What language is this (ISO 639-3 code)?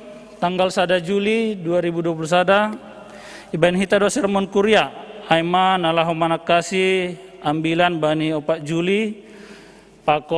bts